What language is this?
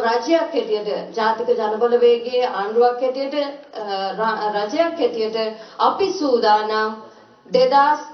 Sinhala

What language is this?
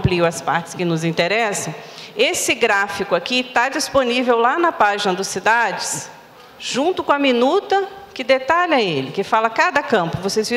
Portuguese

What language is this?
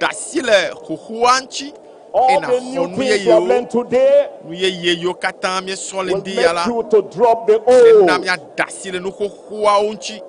Ewe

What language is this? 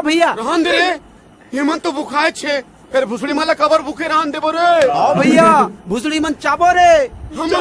Chhattisgarhi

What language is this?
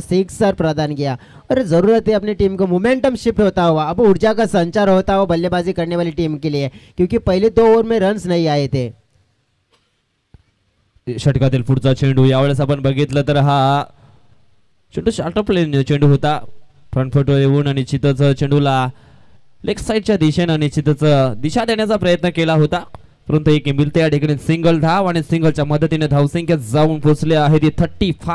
Marathi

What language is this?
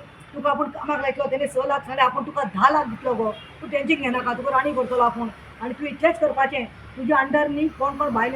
Konkani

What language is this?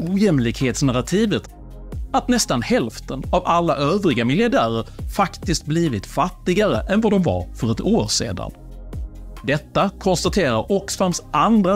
Swedish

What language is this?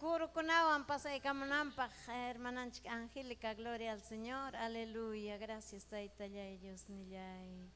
Ayacucho Quechua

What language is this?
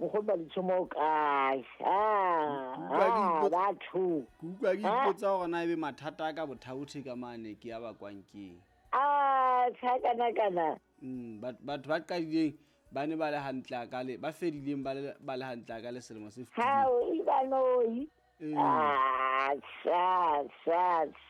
Southern Sotho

